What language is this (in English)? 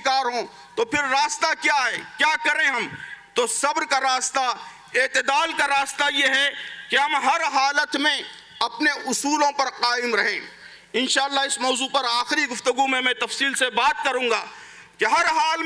Urdu